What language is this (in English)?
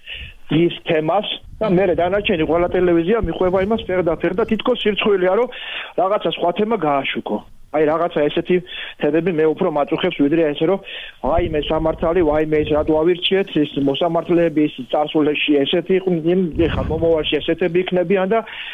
Georgian